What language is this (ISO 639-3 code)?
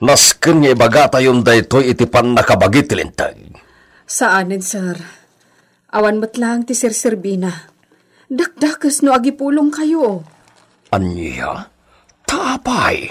ilo